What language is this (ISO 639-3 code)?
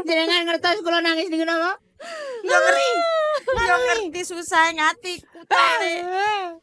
jav